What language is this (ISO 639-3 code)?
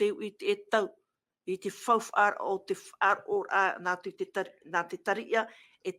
tah